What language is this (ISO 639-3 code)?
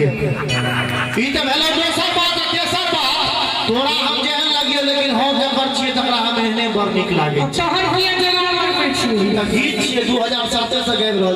mai